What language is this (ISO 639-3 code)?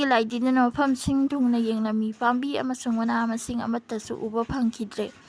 mni